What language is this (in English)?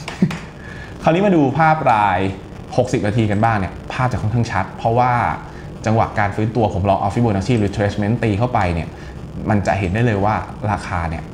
Thai